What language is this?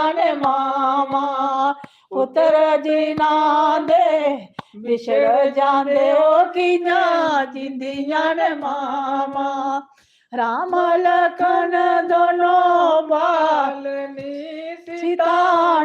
Dogri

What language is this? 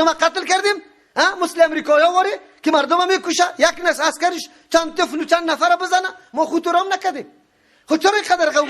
Persian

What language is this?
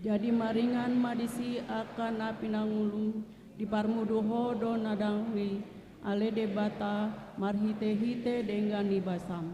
Batak Toba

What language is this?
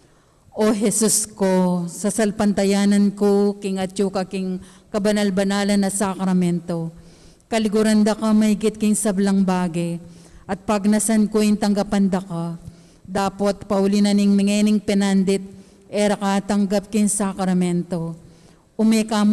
Pampanga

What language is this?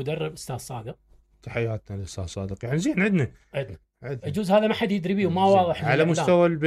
Mesopotamian Arabic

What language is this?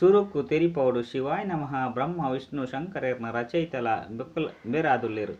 Tulu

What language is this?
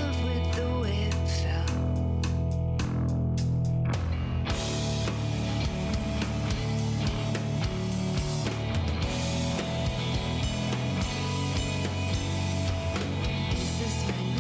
English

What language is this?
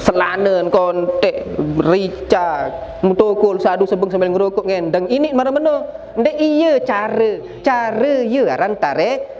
Sasak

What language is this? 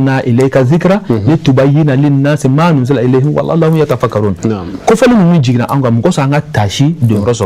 Bambara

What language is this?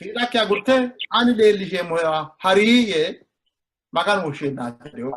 Sidamo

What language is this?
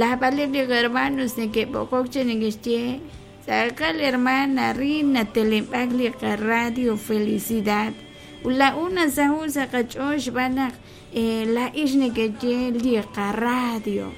Kekchí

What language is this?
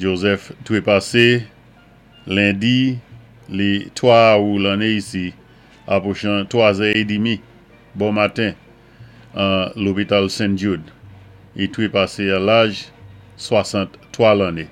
Saint Lucian Creole French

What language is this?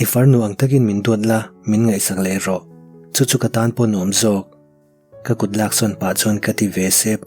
Mizo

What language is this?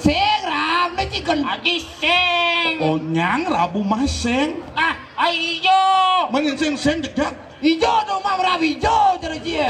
Balinese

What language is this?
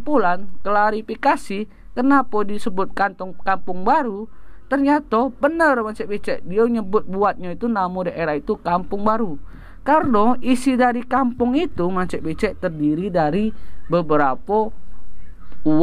Musi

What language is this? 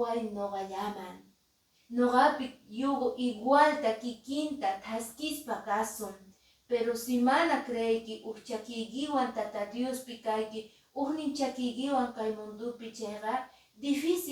Quechua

